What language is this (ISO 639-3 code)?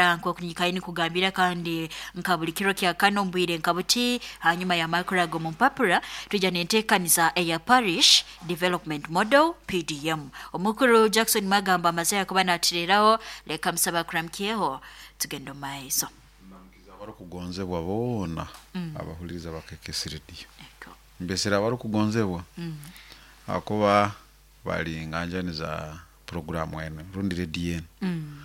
nyo